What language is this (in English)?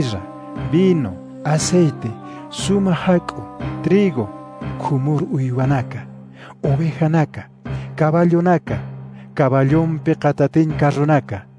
Aymara